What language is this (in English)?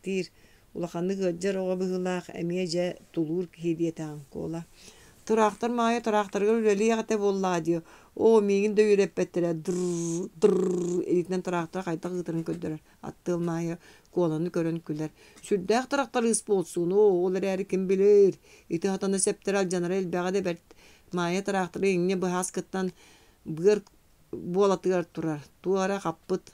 Yakut